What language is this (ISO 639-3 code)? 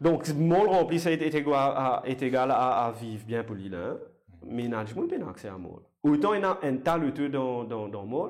mfe